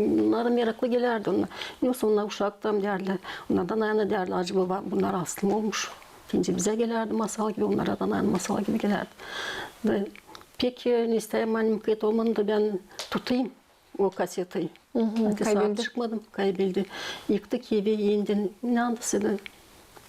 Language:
Gagauz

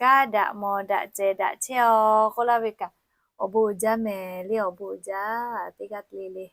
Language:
Lahu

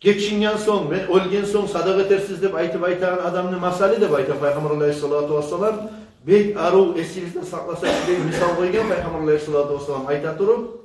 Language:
Kumyk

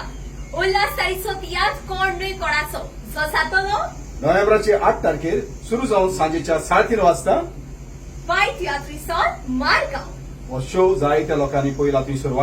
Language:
Konkani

